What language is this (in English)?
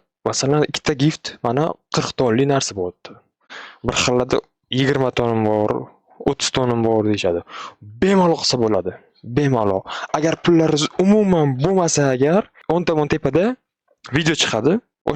Uzbek